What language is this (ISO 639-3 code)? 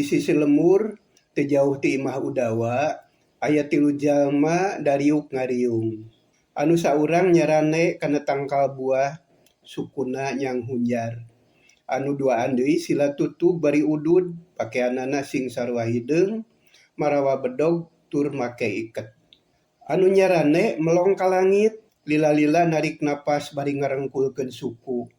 sun